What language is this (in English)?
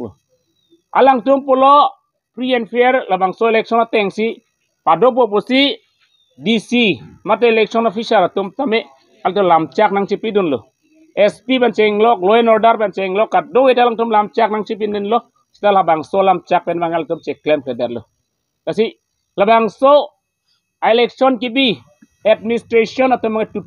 Karbi